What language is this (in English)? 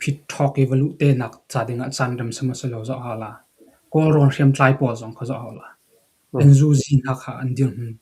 Hakha Chin